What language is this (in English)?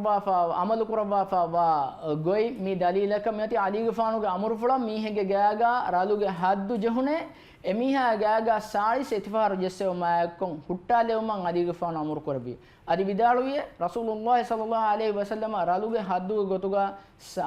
Divehi